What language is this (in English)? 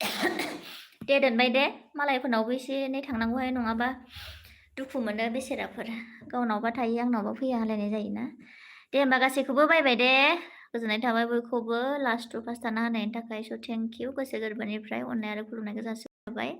Bodo